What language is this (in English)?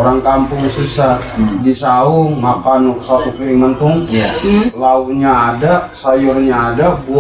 Betawi